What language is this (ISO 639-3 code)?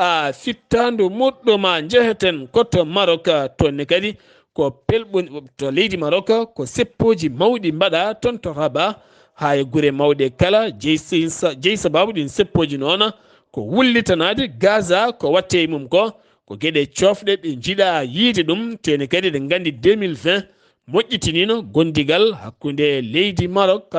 ful